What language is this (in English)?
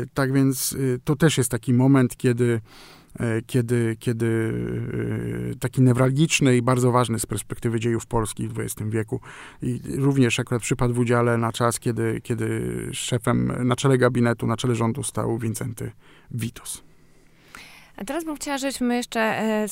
Polish